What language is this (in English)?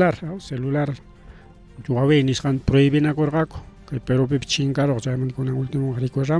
Ayacucho Quechua